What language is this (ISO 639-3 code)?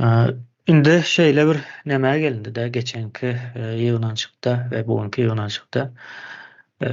tuk